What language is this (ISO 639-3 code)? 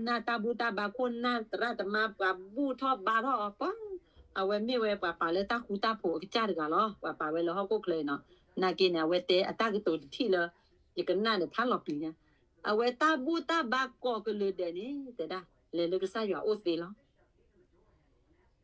ksw